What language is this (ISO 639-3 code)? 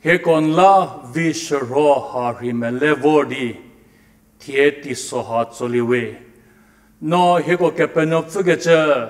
njm